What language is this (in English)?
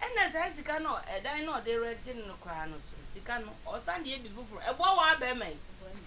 Akan